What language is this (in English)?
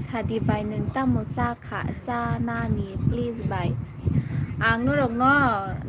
Kok Borok